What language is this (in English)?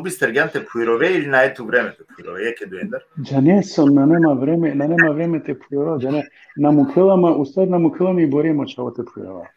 Balkan Romani